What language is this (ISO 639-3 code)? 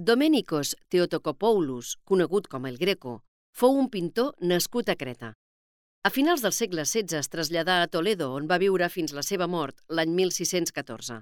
cat